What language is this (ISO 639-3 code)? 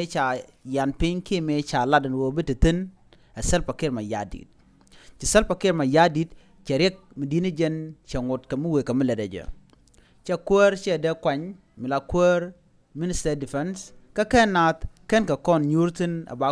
nus